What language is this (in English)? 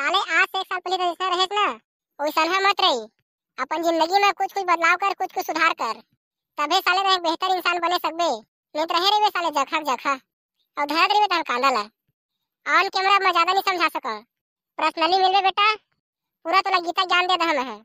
Chhattisgarhi